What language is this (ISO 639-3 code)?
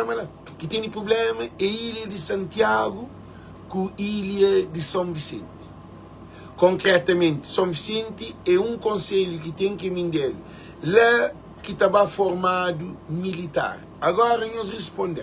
kea